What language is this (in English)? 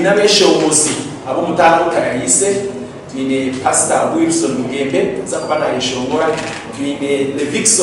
Nyankole